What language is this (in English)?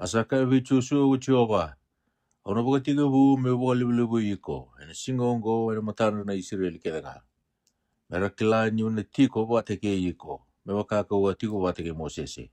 Fijian